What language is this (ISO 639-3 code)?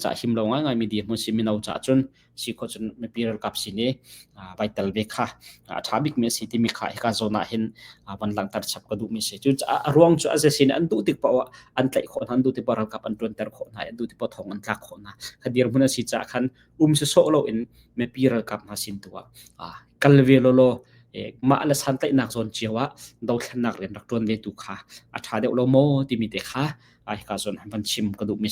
cnh